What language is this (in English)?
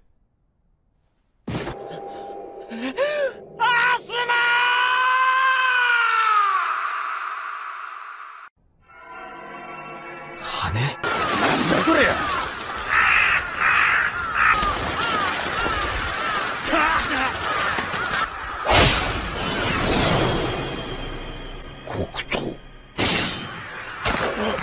Japanese